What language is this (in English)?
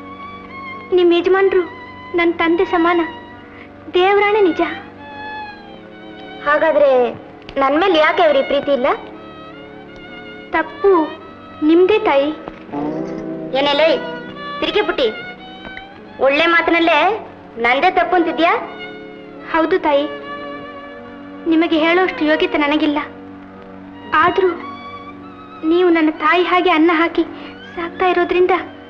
Kannada